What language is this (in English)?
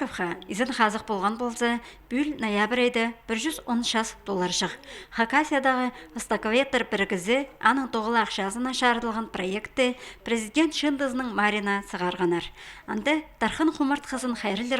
Khakas